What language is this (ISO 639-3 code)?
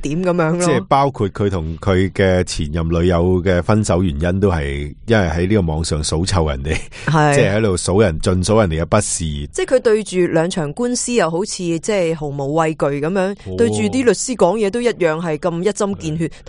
yue